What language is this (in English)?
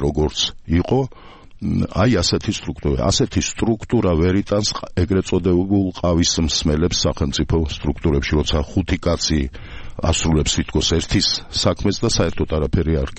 Georgian